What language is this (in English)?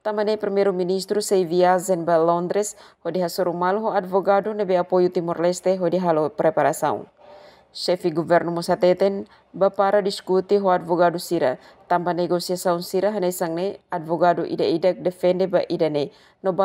Tetum